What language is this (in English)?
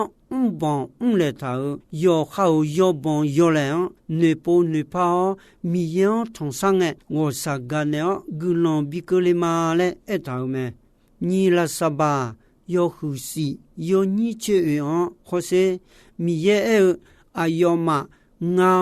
Akha